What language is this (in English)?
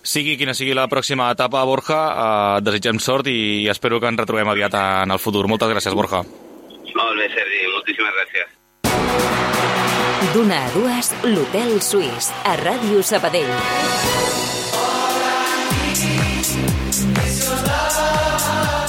Catalan